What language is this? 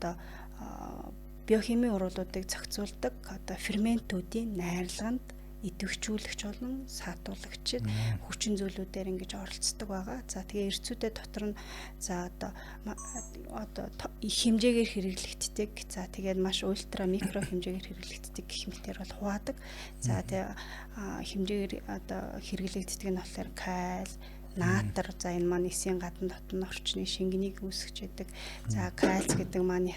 Mongolian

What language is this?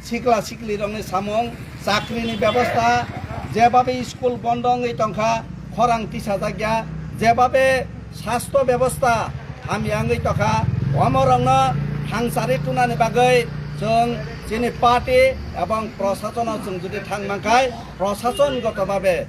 Kok Borok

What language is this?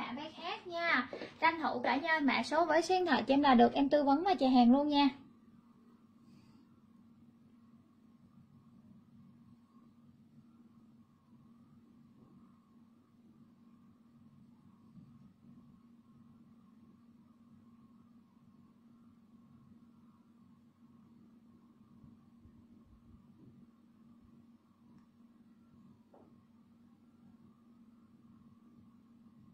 Vietnamese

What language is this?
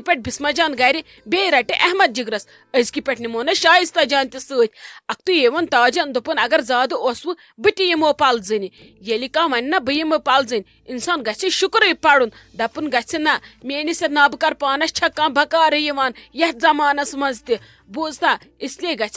Kashmiri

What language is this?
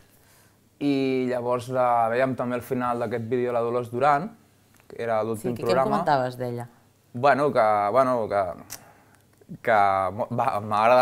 Catalan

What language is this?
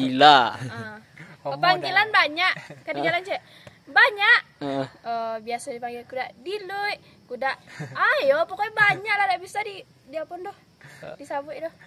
Minangkabau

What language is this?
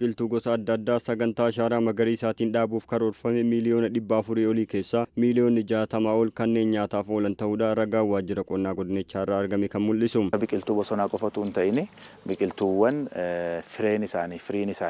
Oromo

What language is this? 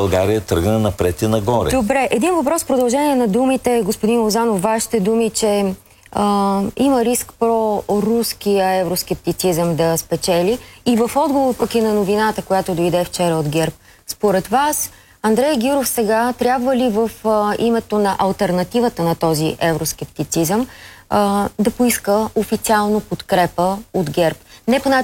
Bulgarian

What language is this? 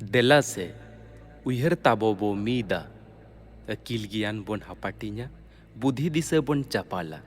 Santali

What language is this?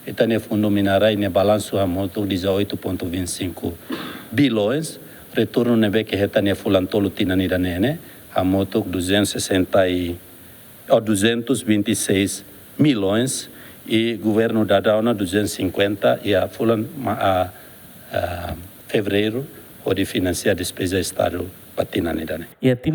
Tetum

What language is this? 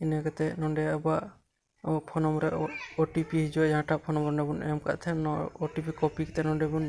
Santali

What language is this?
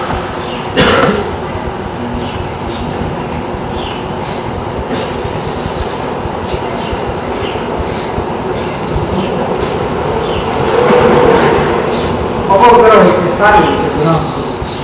Gujarati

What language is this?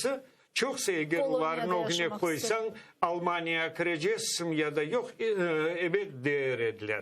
Crimean Tatar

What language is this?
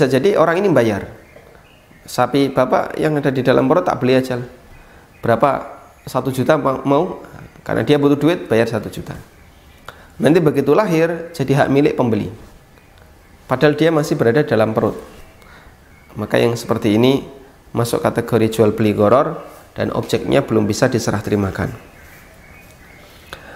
Indonesian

